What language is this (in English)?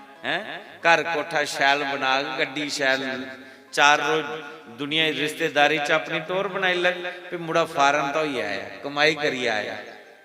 Dogri